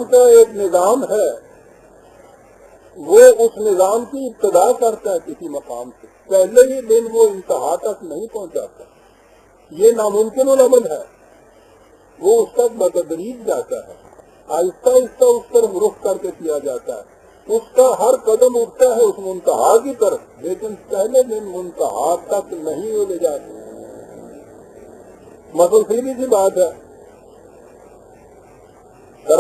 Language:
Urdu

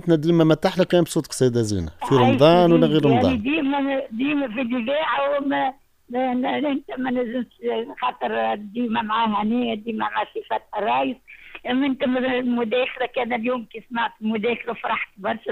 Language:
Tunisian Arabic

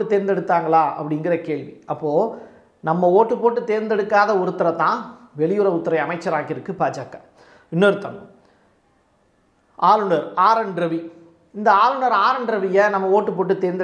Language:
Tamil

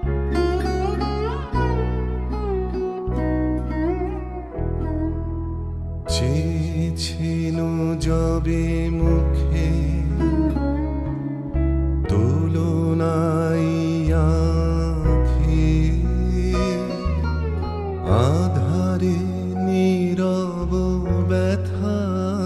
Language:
Bangla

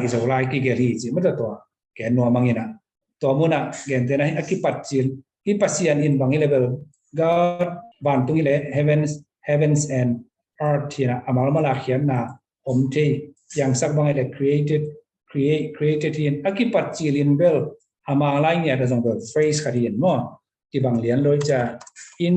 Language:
Tedim Chin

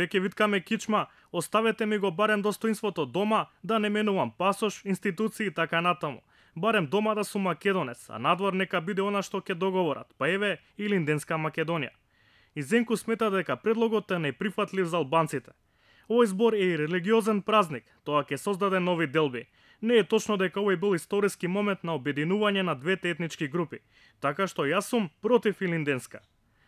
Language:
Macedonian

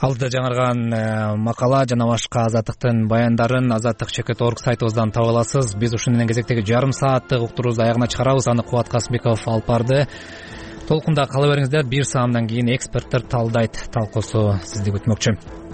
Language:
Kyrgyz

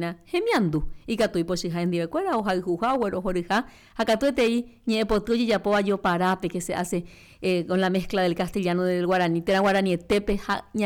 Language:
Guarani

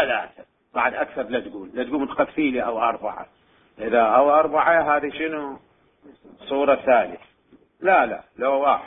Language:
Mesopotamian Arabic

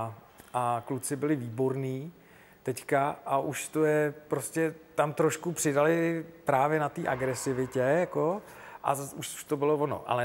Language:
Czech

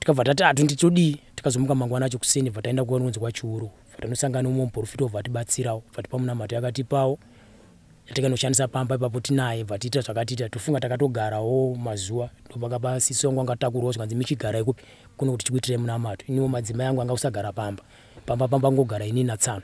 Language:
Shona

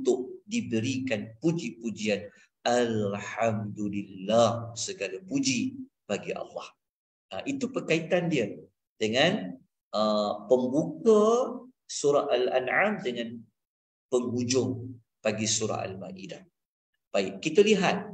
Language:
Malay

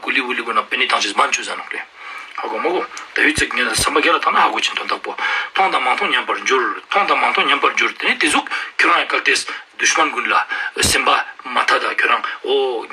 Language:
Ladakhi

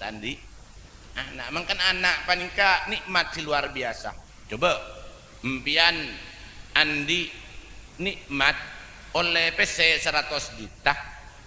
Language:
Madurese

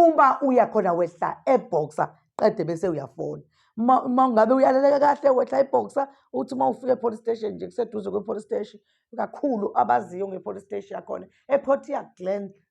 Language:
Zulu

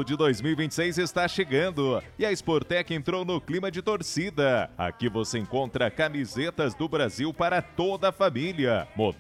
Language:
Portuguese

